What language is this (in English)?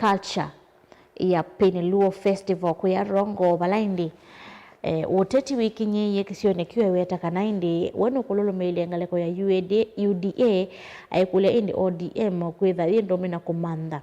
Kamba